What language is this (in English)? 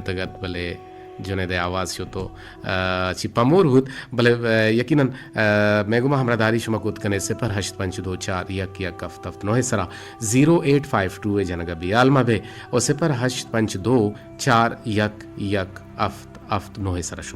Eastern Balochi